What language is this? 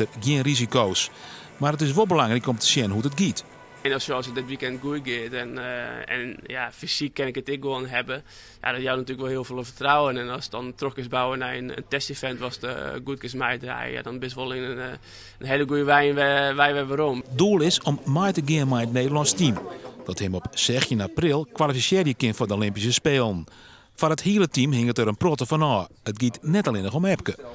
Western Frisian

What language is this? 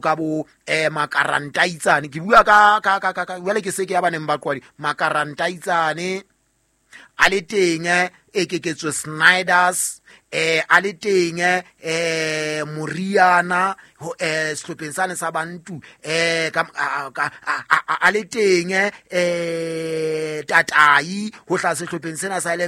Southern Sotho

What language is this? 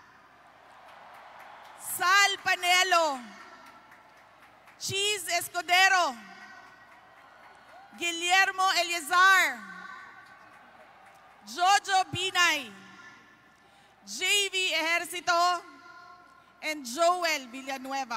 Filipino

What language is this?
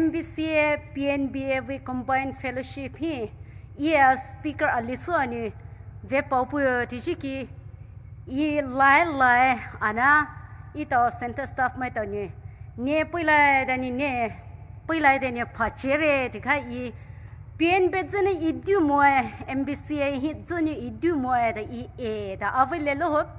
Poumei Naga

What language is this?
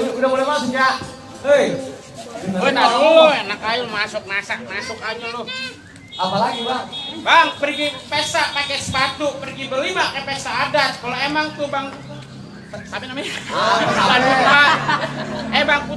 Betawi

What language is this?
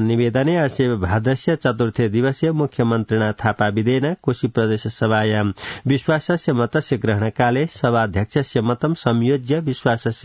Sanskrit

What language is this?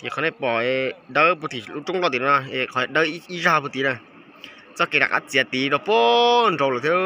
Hmong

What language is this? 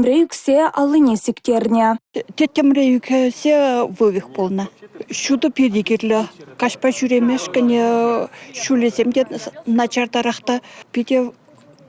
Chuvash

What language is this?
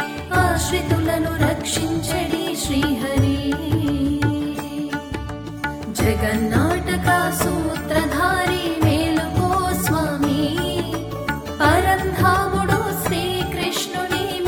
Telugu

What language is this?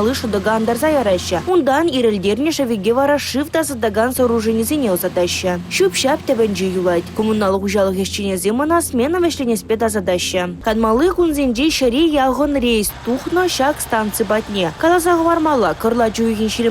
Chuvash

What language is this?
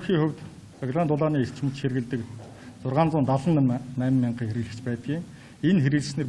Mongolian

